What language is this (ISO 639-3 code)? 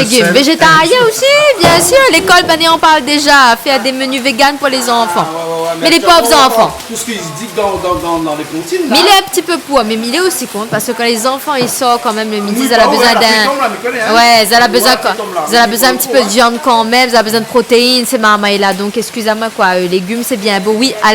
rcf